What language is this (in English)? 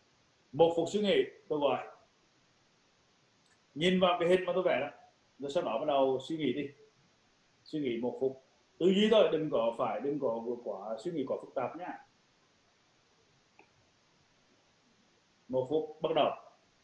Vietnamese